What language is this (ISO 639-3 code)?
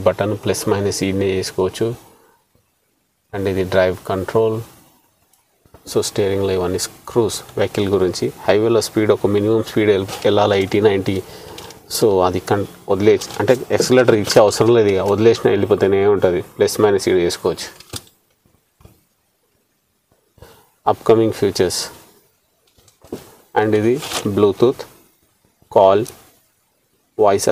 tel